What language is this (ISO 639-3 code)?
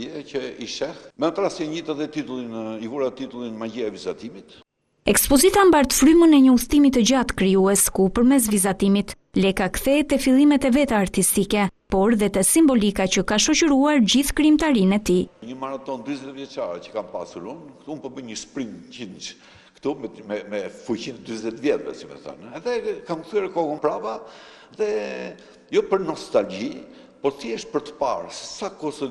sqi